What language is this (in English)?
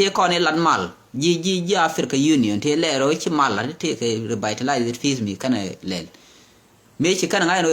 Nuer